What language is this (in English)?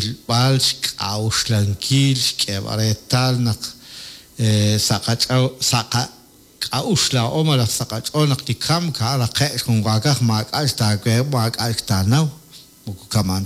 Kekchí